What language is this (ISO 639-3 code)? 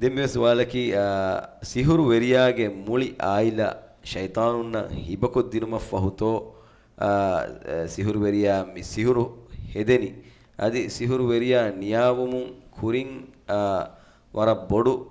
div